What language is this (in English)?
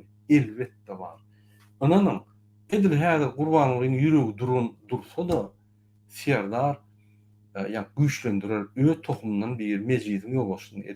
Turkmen